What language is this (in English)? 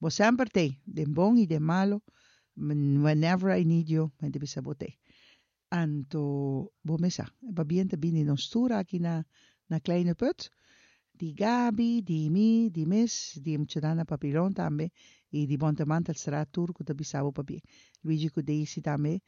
Papiamento